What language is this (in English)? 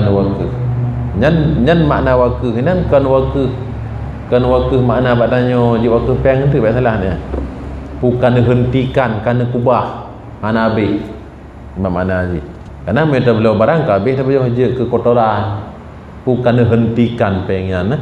Achinese